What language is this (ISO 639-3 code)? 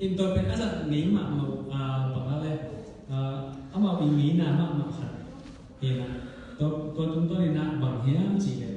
ctd